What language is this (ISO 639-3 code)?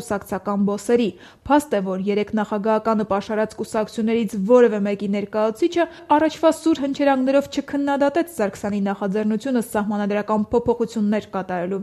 hye